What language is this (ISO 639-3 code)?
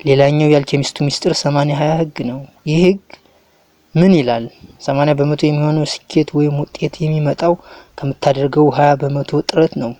amh